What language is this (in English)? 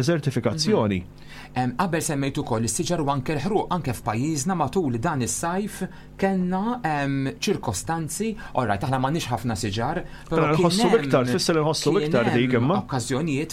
Maltese